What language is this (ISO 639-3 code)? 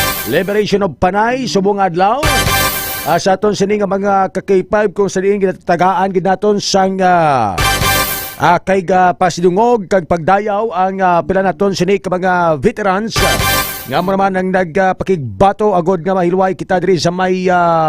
hil